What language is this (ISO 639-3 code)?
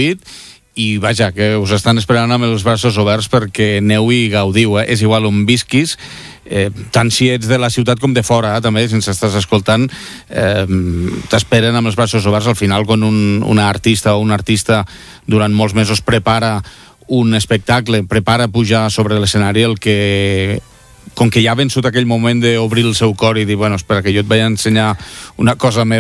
cat